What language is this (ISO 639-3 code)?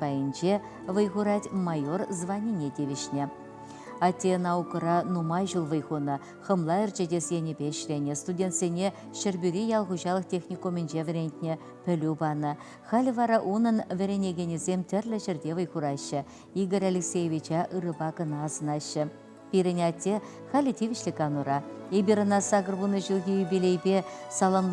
chv